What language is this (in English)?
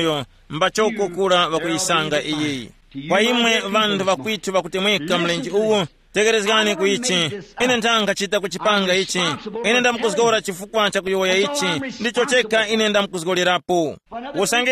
Tumbuka